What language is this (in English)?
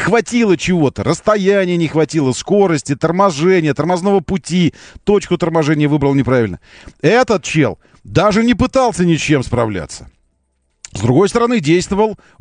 Russian